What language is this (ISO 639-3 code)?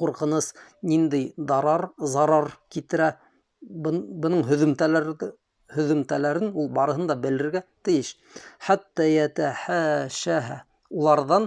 bak